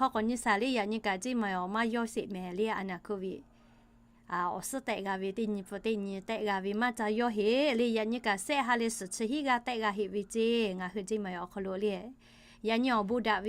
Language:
Lahu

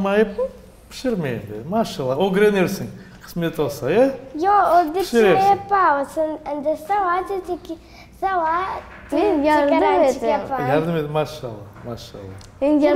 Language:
Crimean Tatar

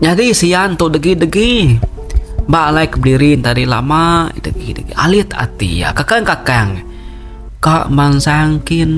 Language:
Iban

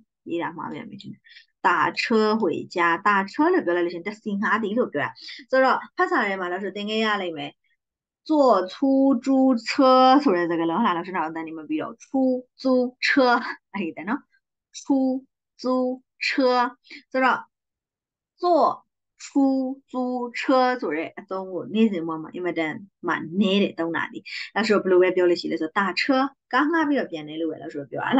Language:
Burmese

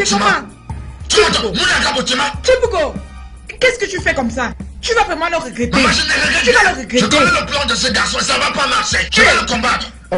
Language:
French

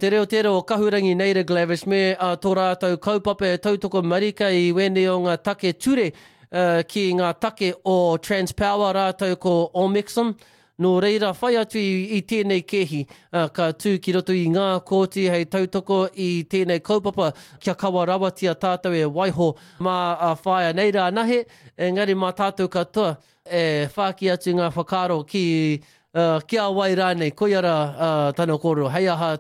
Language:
Māori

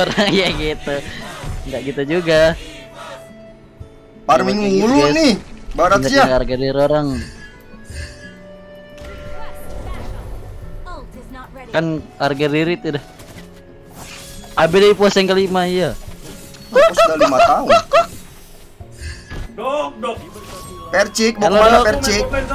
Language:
Indonesian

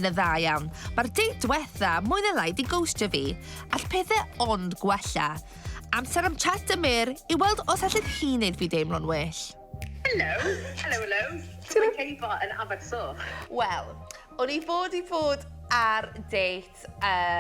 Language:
Welsh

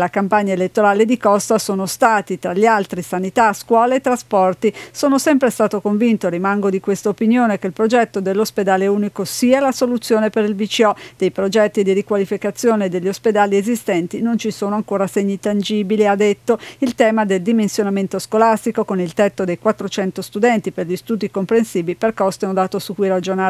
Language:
Italian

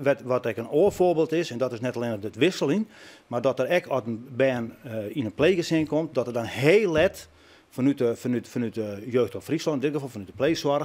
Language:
Western Frisian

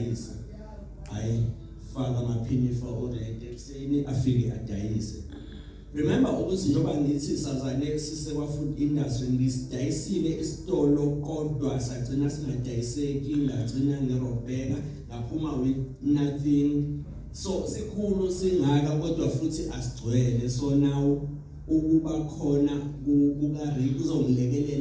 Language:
Zulu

